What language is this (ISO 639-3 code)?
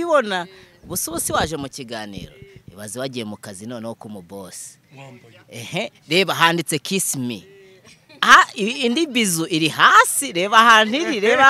kin